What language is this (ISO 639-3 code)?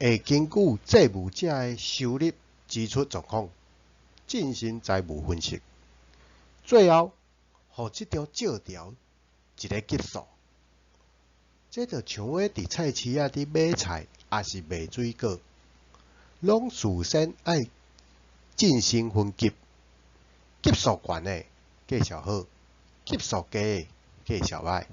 nan